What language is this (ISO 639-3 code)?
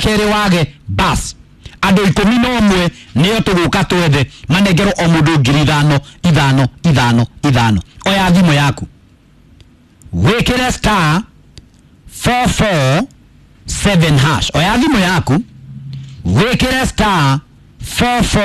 kik